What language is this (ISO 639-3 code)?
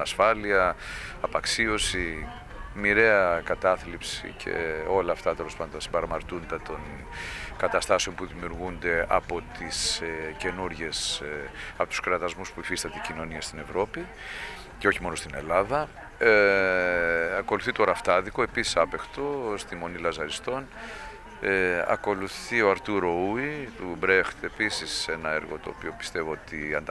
ell